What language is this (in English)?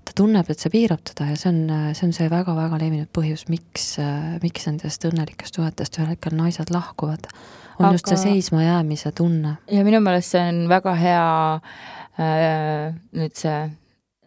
Estonian